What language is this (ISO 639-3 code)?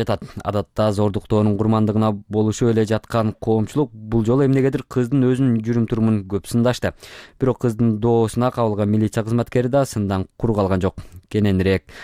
kir